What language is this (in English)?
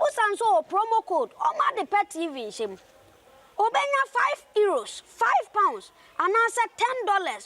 Akan